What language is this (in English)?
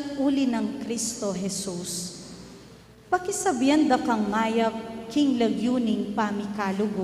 Pampanga